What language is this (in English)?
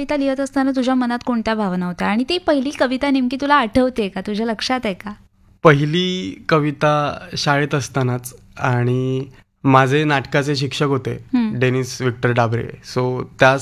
Marathi